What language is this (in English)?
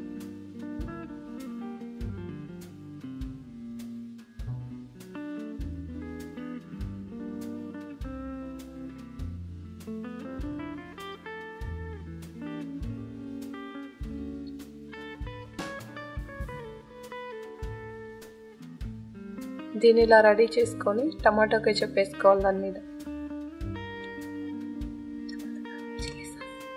Telugu